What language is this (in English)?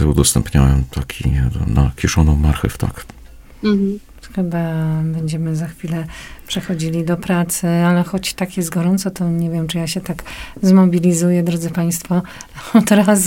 Polish